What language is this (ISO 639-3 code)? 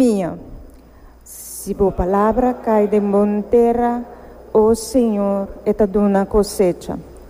pap